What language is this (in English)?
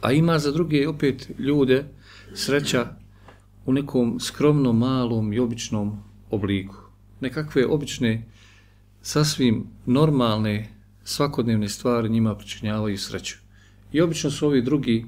Bosnian